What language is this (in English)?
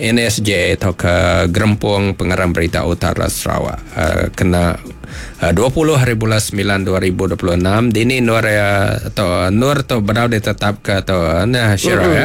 Iban